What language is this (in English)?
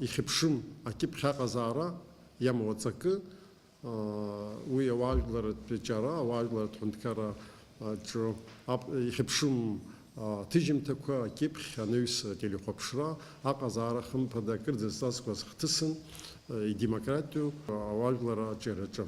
Abkhazian